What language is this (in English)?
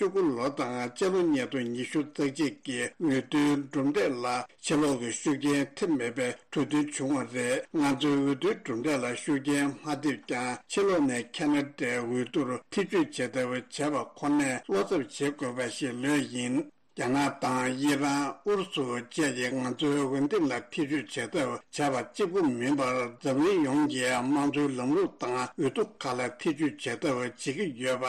Tibetan